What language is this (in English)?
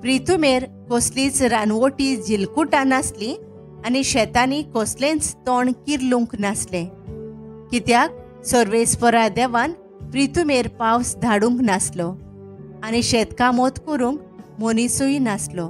Konkani